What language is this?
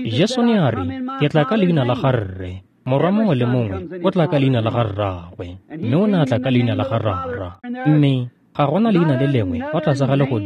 Tswana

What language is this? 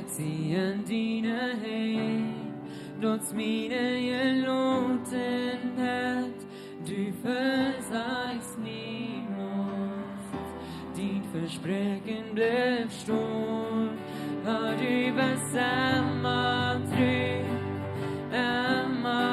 Plautdietsch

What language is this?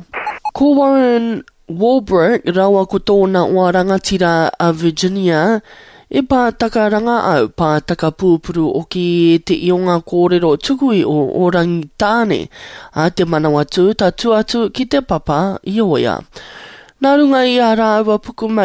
Māori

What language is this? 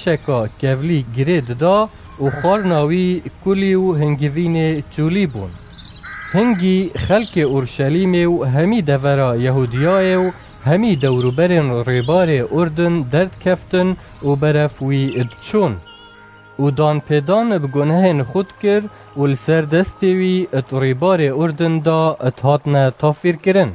Kurdish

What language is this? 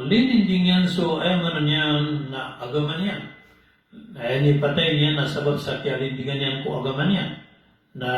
Maranao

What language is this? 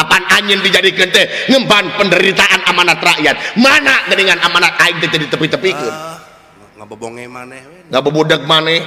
Sundanese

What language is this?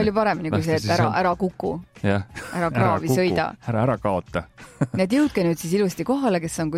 Estonian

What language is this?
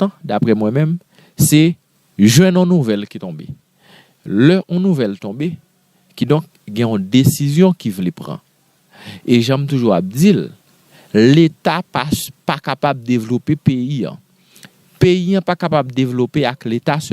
Haitian Creole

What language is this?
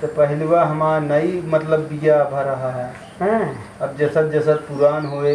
Awadhi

